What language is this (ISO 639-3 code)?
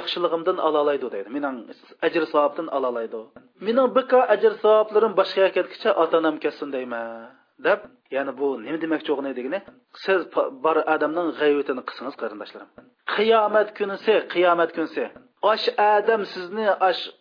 uig